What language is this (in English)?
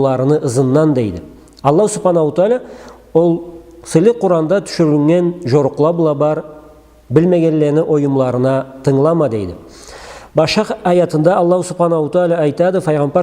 Karachay-Balkar